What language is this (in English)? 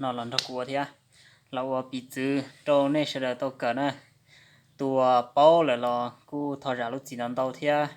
Hmong